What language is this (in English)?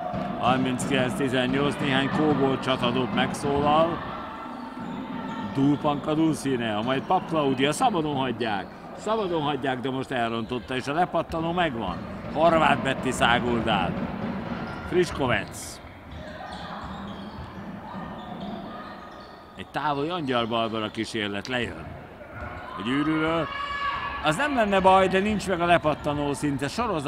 Hungarian